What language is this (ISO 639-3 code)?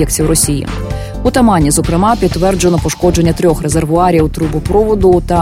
ukr